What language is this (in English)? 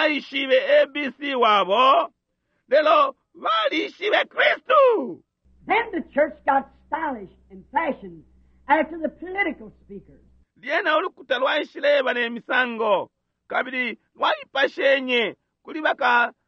Bemba